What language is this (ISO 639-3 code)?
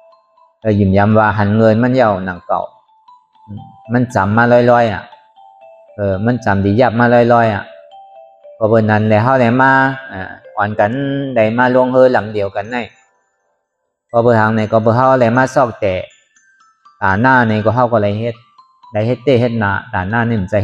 shn